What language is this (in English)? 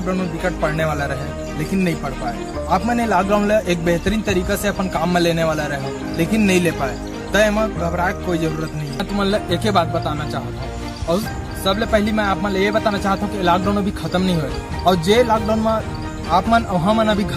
Chhattisgarhi